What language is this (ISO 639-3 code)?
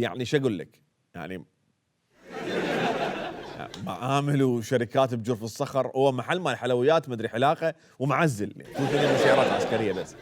acm